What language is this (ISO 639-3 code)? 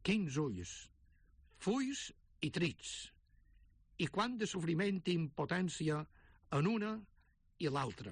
cat